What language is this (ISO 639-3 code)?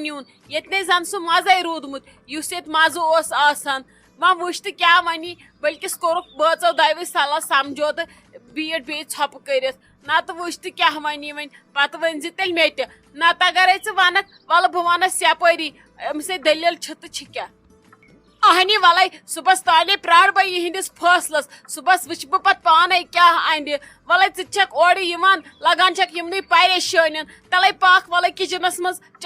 kas